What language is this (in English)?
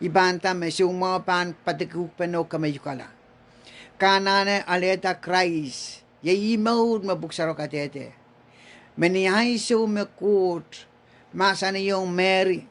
Pohnpeian